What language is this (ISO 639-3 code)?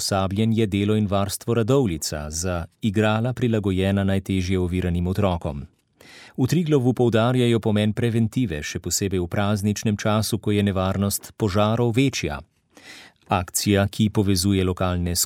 slv